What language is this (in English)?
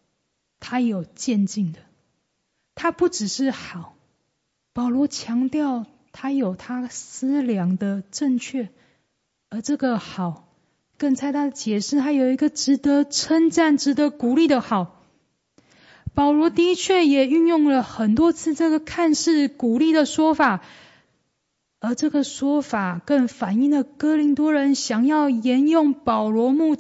Chinese